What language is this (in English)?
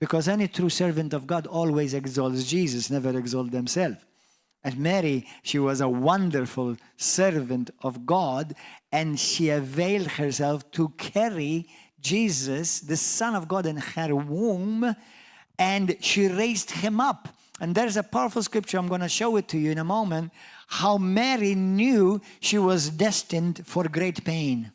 English